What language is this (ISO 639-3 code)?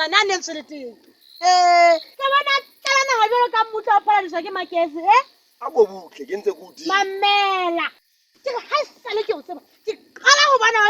sot